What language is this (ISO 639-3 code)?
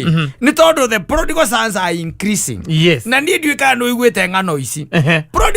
kik